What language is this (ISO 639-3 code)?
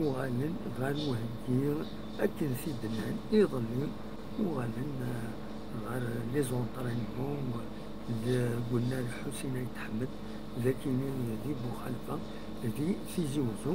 kab